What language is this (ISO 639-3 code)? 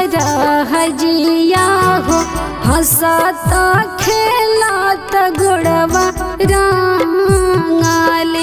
bho